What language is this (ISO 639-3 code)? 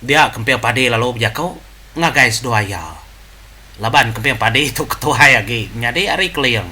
iba